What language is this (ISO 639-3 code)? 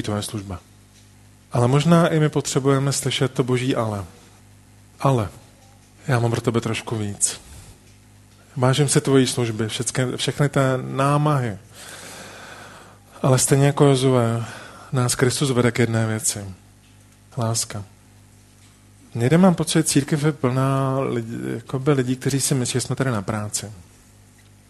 ces